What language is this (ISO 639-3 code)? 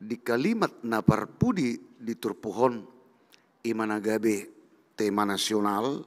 bbc